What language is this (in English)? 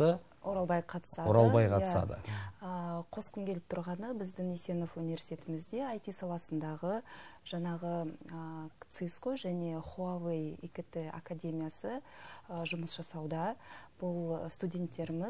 Kazakh